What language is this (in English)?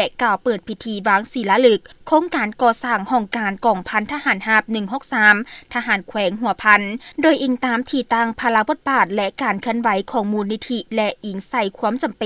Lao